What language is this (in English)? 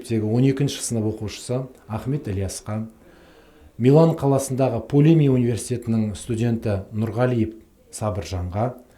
Kazakh